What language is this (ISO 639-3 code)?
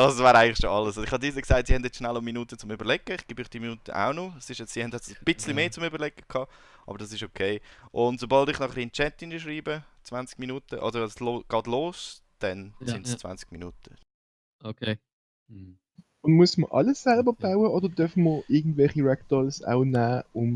gsw